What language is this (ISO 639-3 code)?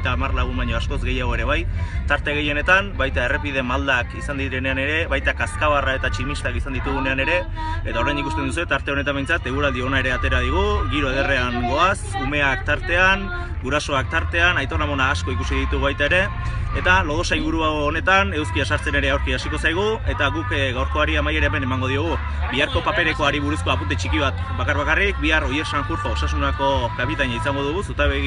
eus